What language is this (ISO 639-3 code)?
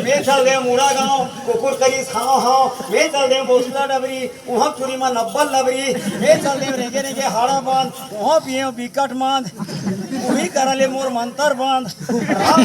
hne